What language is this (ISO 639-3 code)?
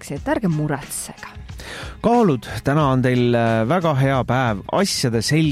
est